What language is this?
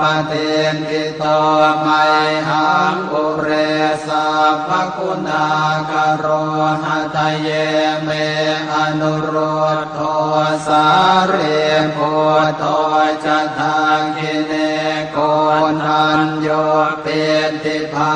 Pali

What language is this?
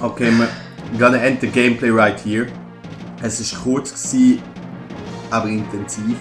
Swiss German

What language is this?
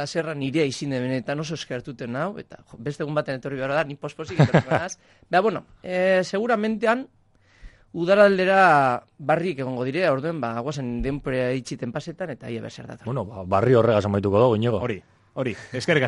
Basque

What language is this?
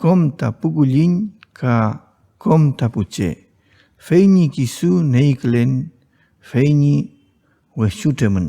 Mapuche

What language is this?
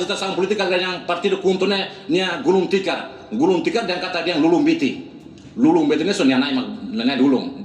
Tetum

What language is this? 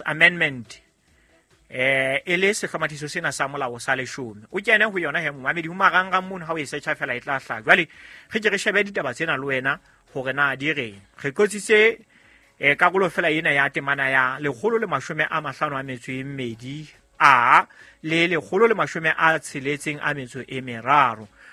Southern Sotho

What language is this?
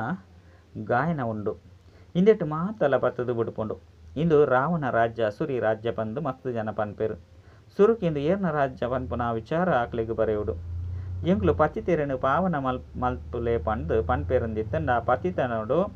Tulu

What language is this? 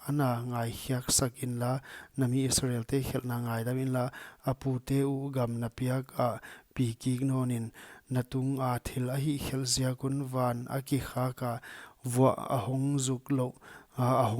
Paite Chin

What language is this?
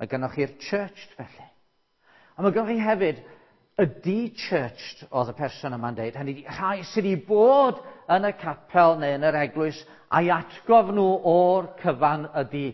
Welsh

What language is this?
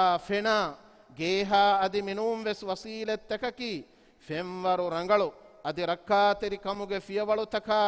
Divehi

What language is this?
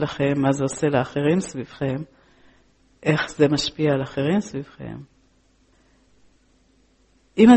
Hebrew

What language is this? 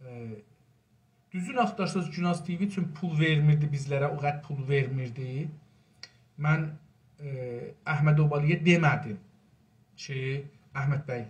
South Azerbaijani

